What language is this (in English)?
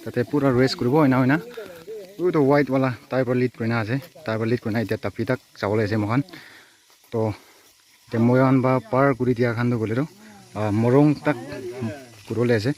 Naga Pidgin